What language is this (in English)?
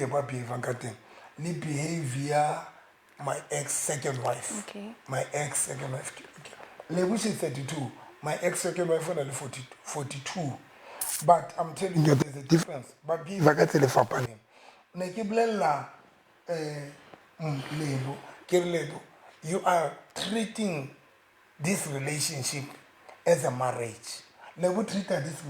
Southern Sotho